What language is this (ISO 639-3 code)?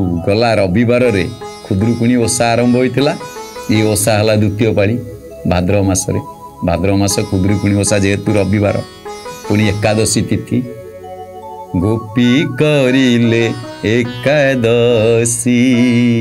ori